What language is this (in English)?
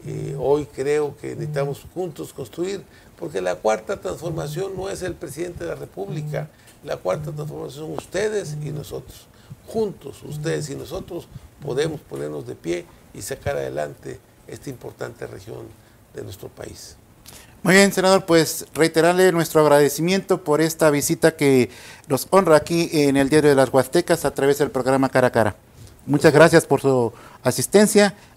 Spanish